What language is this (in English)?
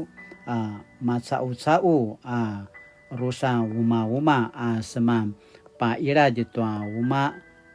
Paiwan